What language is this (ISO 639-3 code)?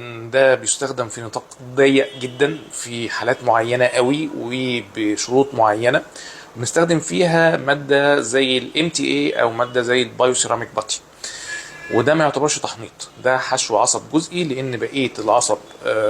arz